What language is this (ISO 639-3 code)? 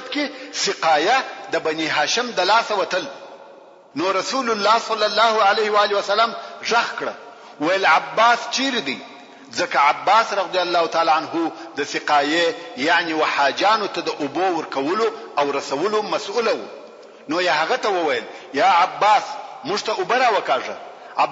pus